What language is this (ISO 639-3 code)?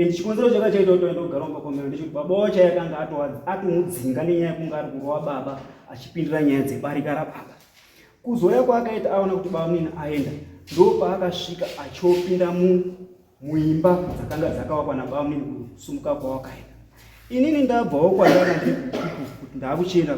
sna